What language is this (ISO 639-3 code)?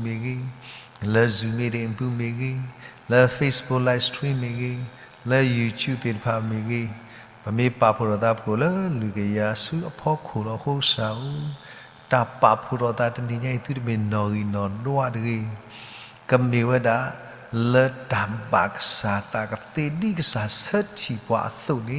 ksw